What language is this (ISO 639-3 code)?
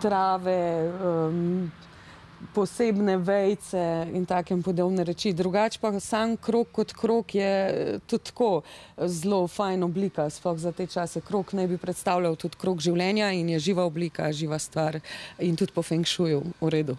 slv